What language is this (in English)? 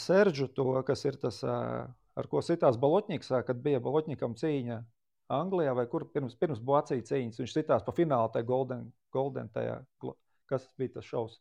Latvian